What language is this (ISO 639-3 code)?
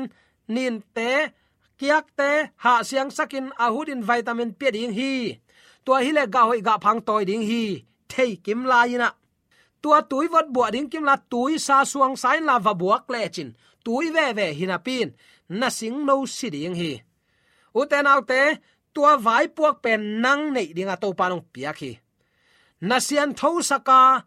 ctd